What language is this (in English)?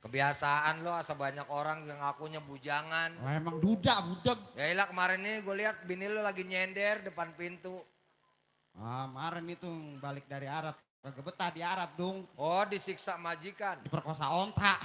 Betawi